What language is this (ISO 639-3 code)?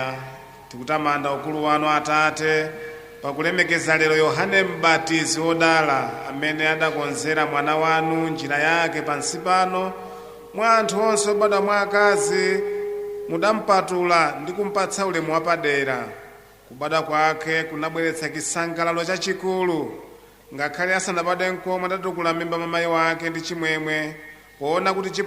nya